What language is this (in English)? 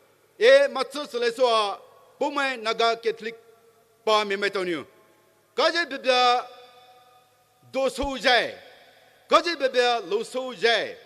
Poumei Naga